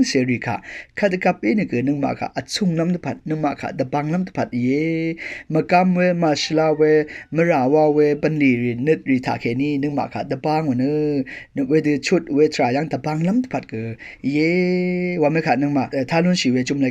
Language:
Rawang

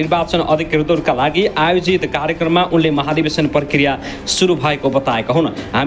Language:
Nepali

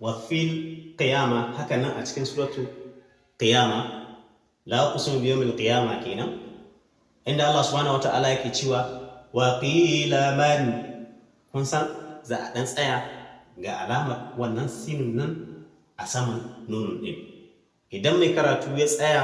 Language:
Hausa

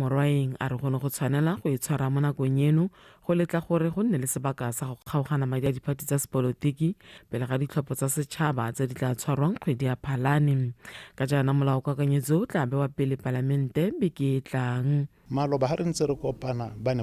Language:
Tswana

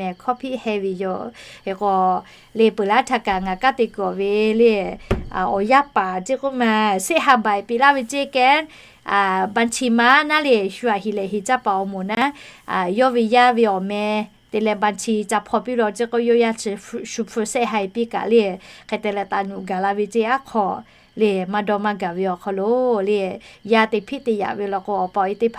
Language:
Lahu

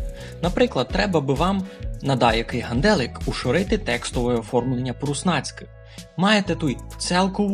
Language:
Rusyn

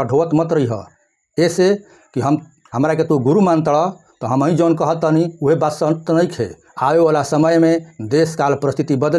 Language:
Bhojpuri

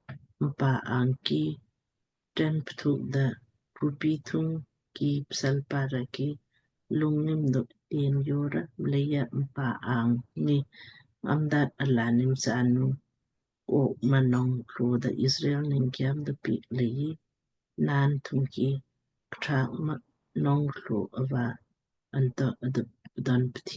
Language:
Lamkang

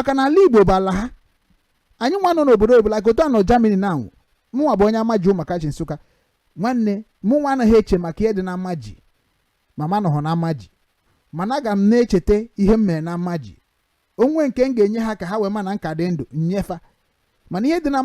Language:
Igbo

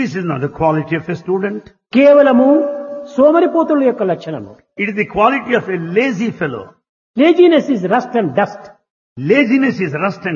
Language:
Telugu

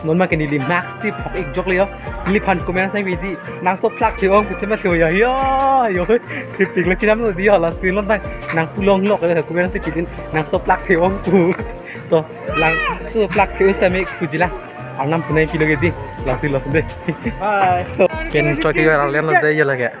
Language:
Karbi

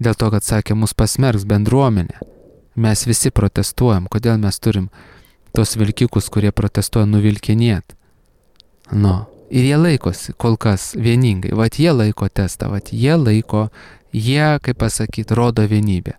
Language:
Lithuanian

